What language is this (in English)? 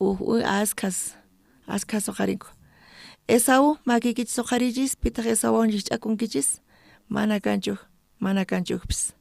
South Bolivian Quechua